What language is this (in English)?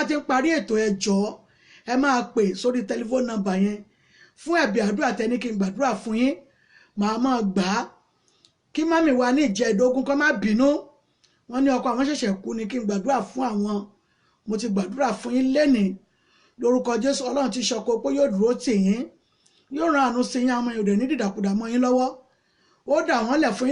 Yoruba